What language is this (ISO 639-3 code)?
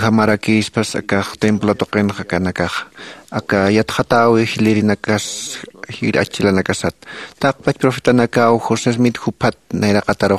aym